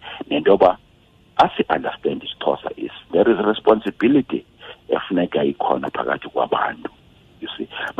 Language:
Xhosa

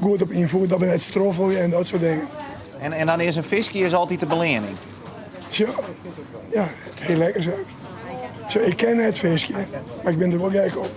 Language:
Western Frisian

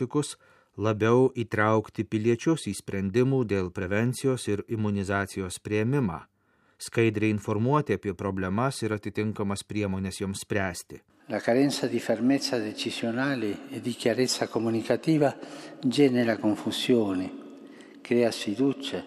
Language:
Lithuanian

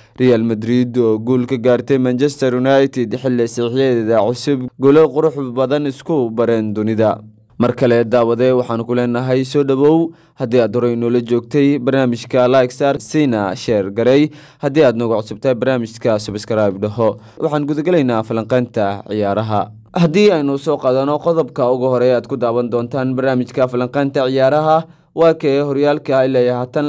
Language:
Somali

